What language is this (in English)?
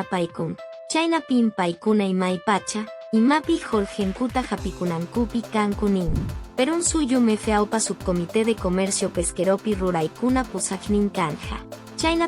Quechua